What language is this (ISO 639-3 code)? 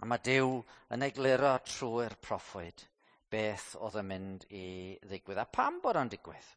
cym